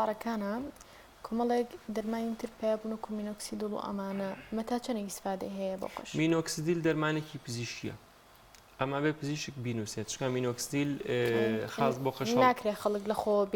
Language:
Central Kurdish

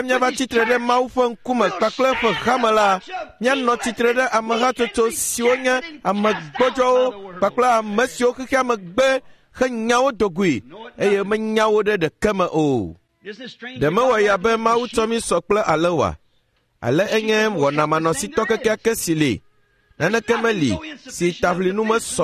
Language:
Ewe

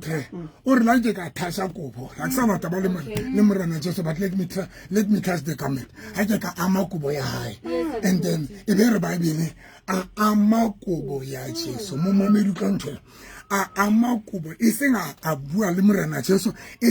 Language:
Southern Sotho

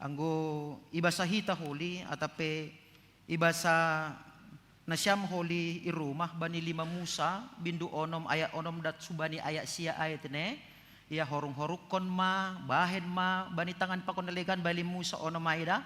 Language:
Batak Simalungun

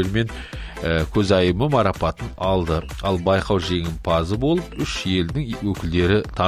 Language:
Kazakh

